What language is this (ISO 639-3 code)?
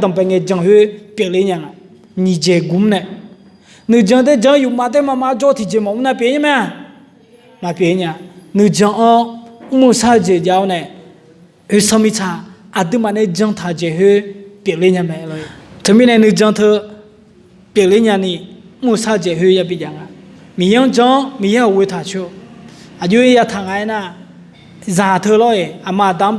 ahk